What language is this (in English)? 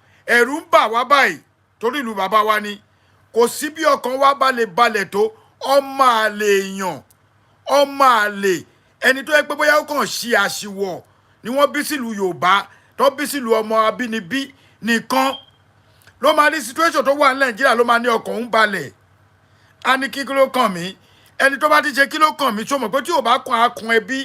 Yoruba